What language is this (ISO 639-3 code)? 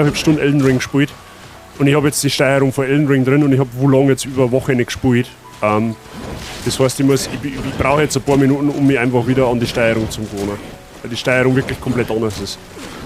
bar